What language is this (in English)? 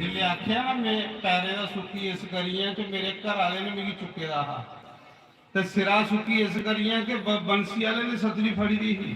Dogri